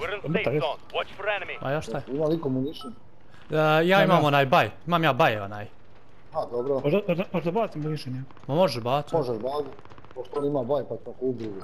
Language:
Bosnian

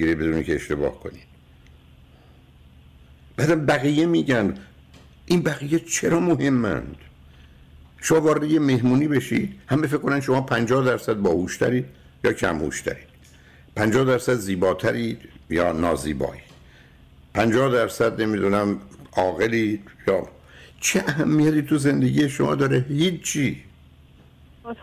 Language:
Persian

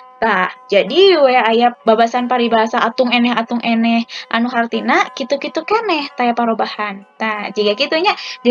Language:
Sundanese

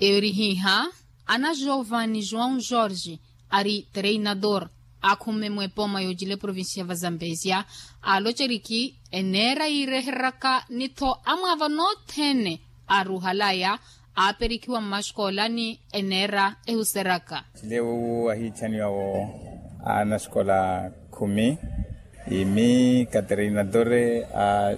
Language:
Makhuwa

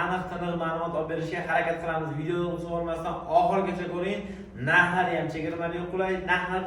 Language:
Uzbek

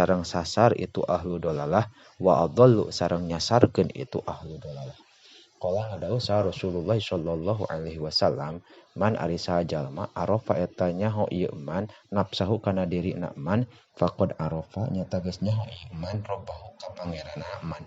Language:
Sundanese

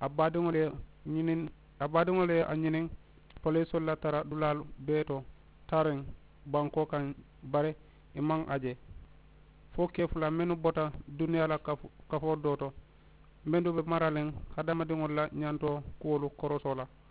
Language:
Mandingo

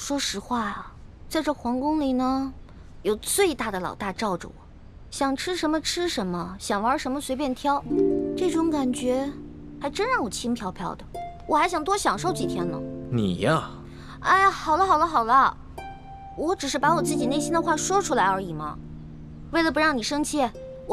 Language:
Chinese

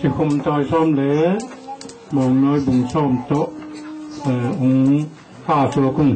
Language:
Tedim Chin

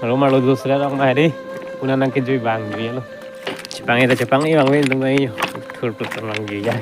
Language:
Karbi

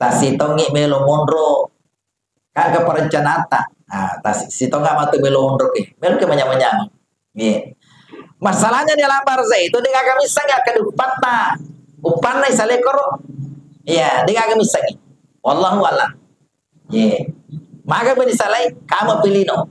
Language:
Buginese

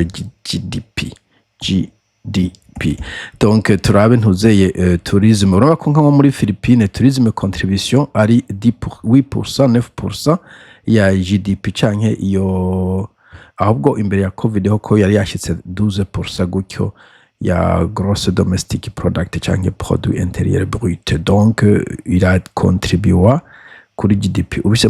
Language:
Rundi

